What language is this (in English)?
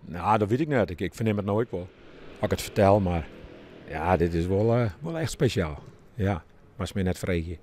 Western Frisian